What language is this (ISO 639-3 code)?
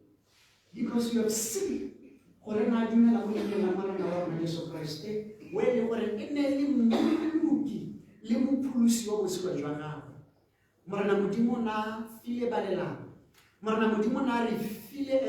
tsn